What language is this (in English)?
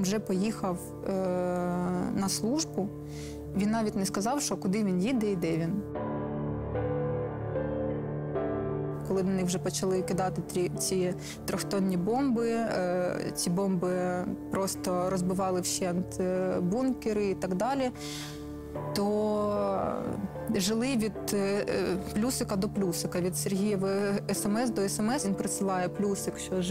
Ukrainian